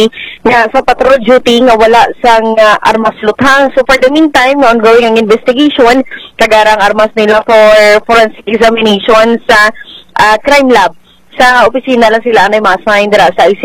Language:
Hiligaynon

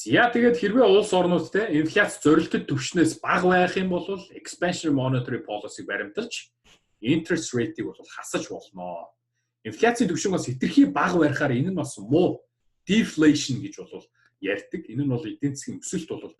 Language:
Mongolian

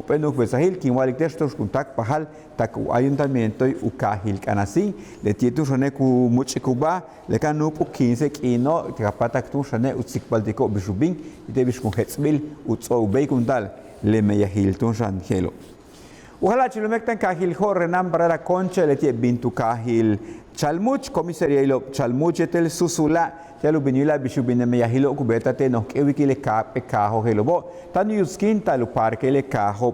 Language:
Yucateco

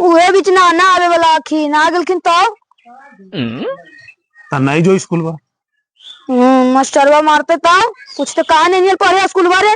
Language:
Magahi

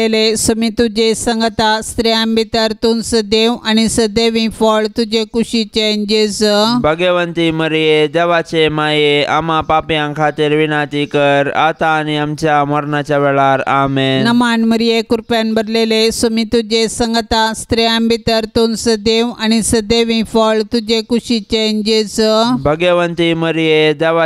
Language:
Konkani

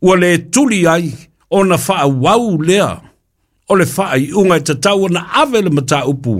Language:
Samoan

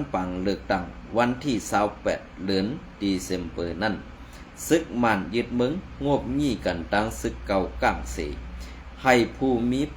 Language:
Shan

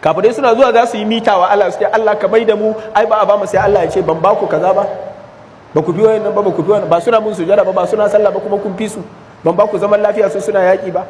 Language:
Hausa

